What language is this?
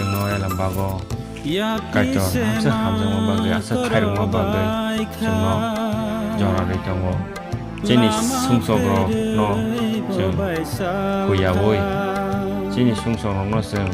Kok Borok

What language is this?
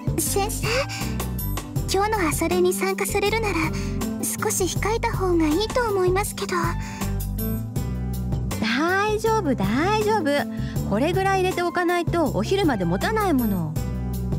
Japanese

